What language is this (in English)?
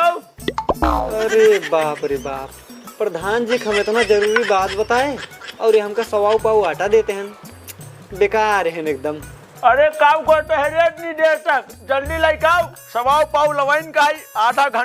Awadhi